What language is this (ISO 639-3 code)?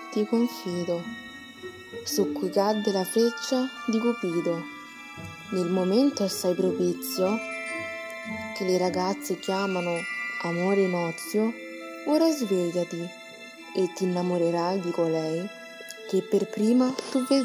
ita